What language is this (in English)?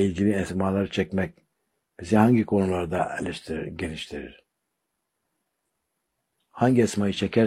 Turkish